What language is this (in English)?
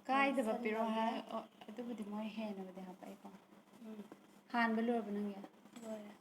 Manipuri